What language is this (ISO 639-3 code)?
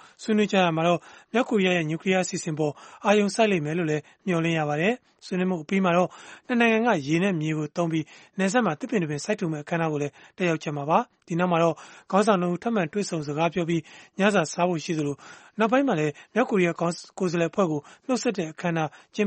mya